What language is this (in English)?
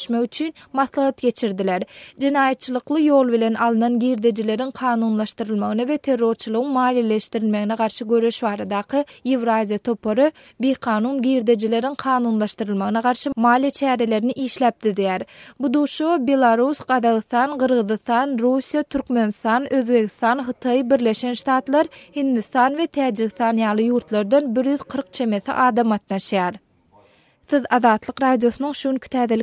Turkmen